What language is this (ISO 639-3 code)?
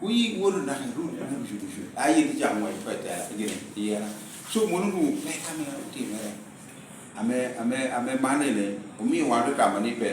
laj